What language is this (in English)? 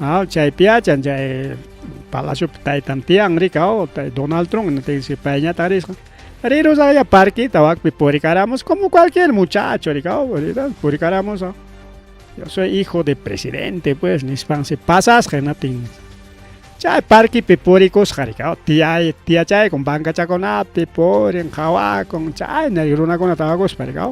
Ayacucho Quechua